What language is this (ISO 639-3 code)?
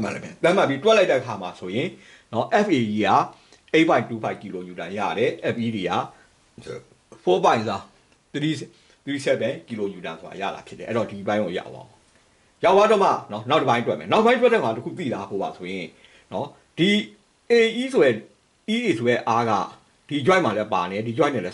mya